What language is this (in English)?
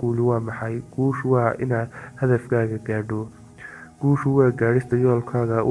Somali